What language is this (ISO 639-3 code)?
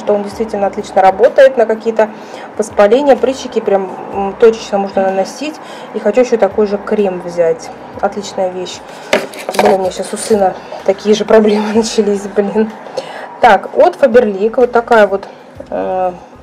rus